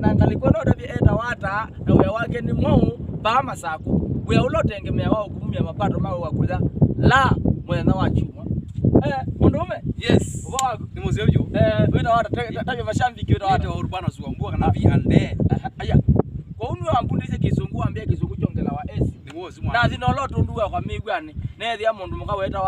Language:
Kamba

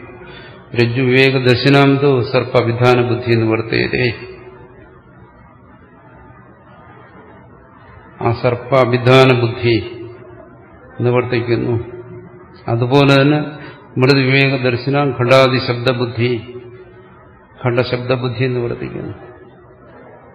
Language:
Malayalam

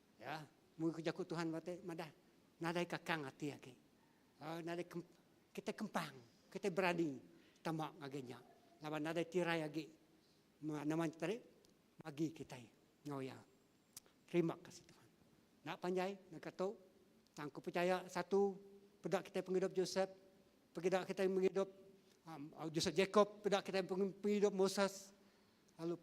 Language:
Iban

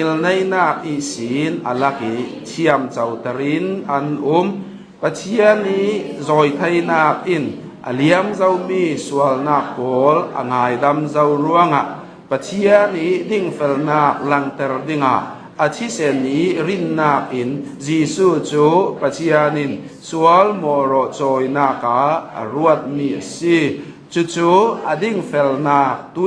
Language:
Hakha Chin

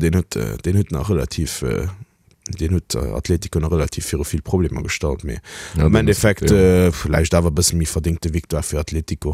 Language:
Luxembourgish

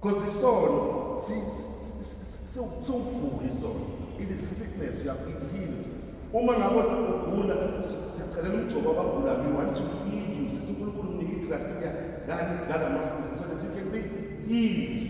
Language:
Zulu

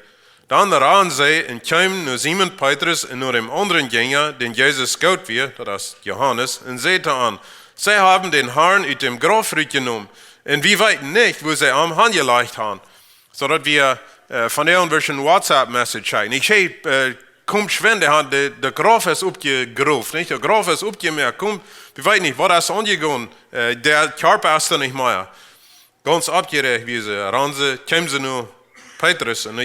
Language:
Plautdietsch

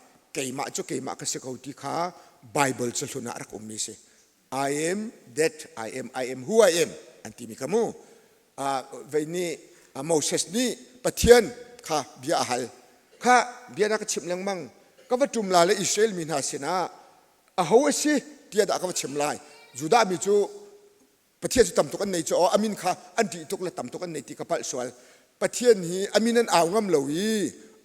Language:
Hakha Chin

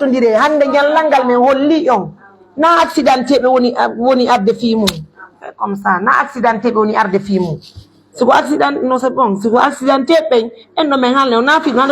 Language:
Pular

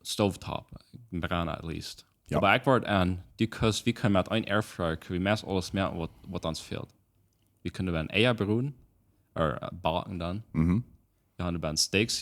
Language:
Plautdietsch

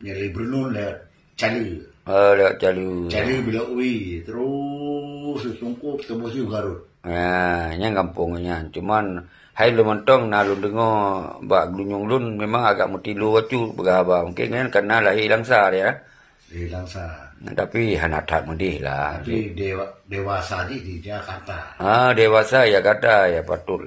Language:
Achinese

